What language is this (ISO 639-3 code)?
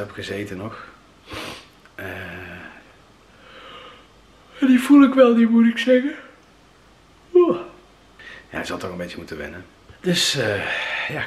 nld